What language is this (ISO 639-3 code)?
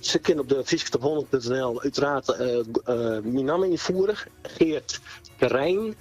fry